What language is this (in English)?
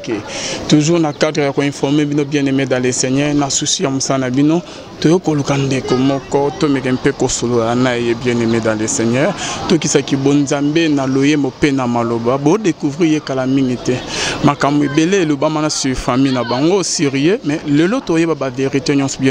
Lingala